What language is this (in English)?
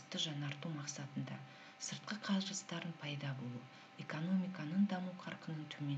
Kazakh